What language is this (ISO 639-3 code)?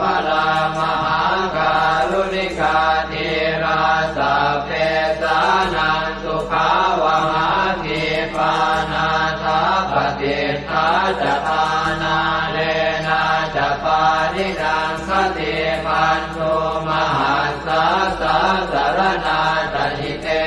pli